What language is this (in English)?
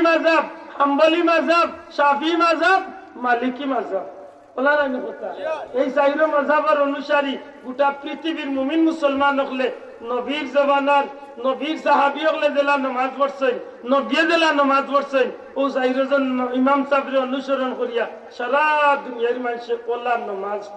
Sylheti